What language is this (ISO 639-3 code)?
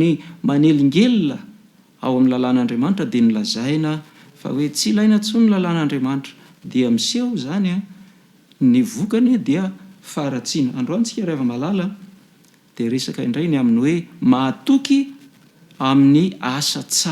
mlg